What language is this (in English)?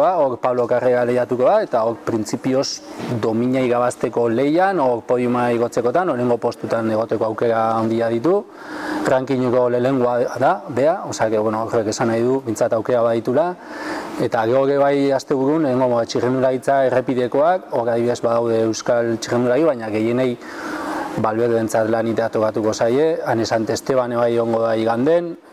Basque